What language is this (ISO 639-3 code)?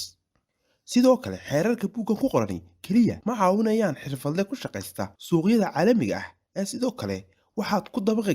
som